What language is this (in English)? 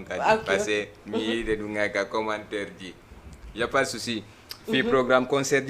Fula